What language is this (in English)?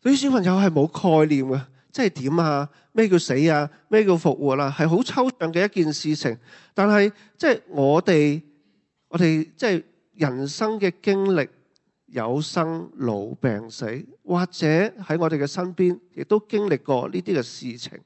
Cantonese